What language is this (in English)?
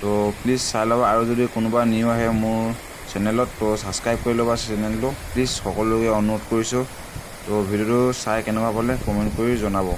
Assamese